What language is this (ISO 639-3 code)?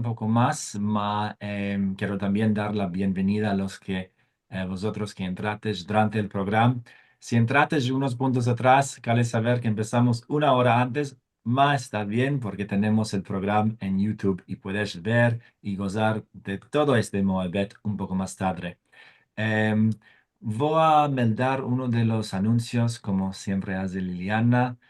lad